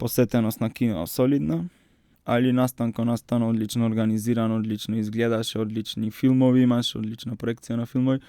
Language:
Macedonian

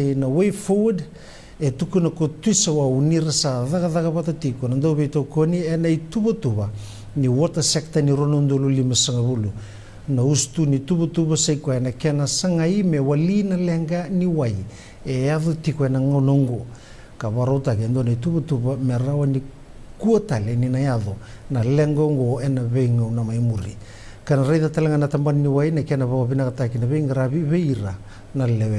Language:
Fijian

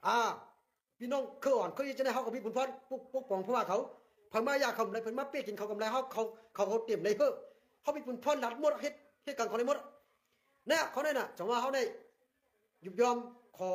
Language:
Shan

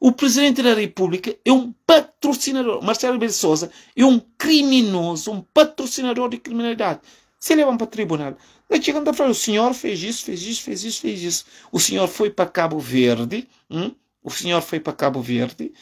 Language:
Kabuverdianu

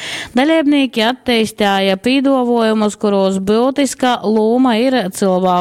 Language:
Latgalian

